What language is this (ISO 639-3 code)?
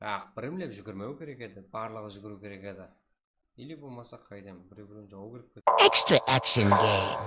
kaa